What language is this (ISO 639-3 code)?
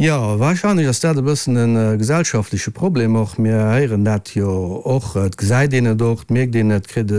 ltz